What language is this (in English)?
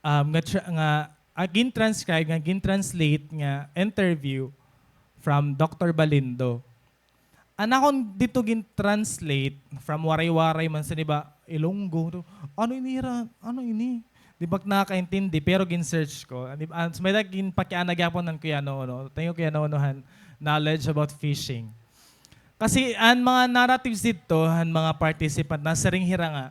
Waray